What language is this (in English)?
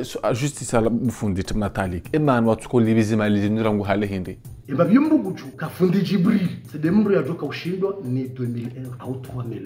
Ngazidja Comorian